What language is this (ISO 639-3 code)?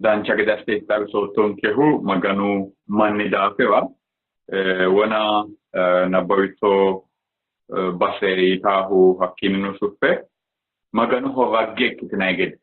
sid